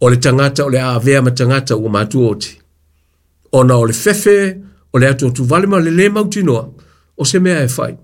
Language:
Samoan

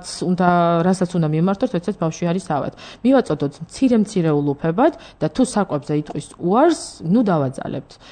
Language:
Georgian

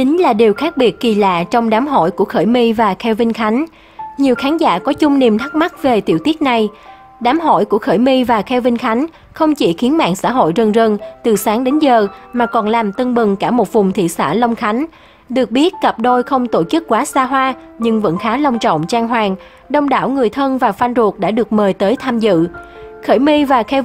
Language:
Vietnamese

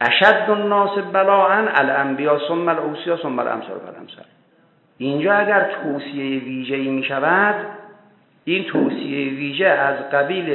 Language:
Persian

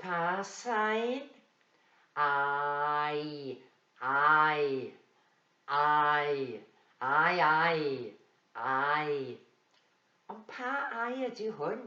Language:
Welsh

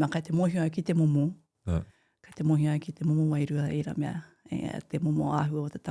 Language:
Māori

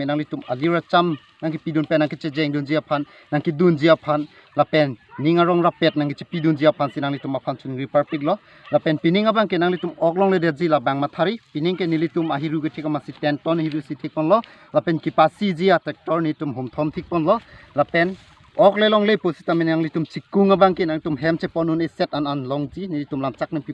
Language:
Karbi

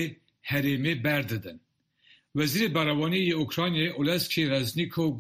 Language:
Kurdish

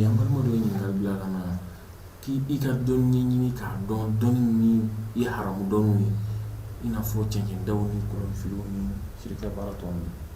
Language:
Bambara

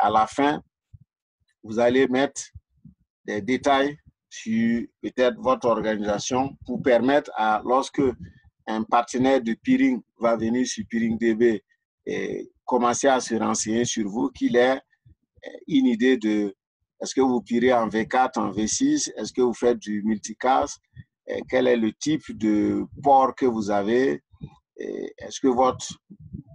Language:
French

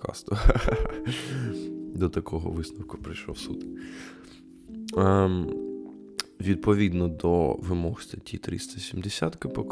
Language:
Ukrainian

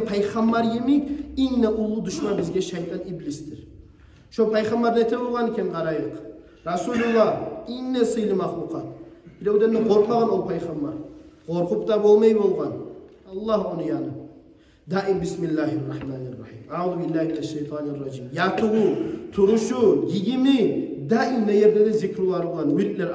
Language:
Kumyk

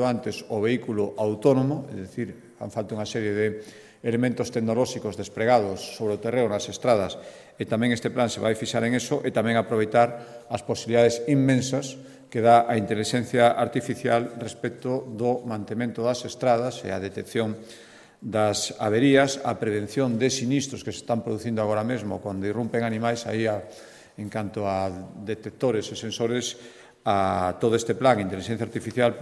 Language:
Galician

